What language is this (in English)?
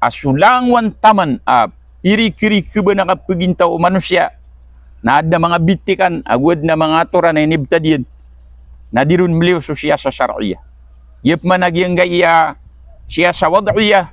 Maranao